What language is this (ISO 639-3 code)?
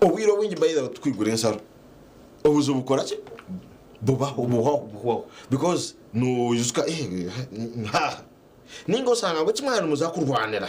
nyn